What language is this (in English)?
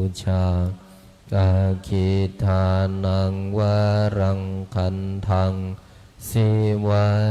Pali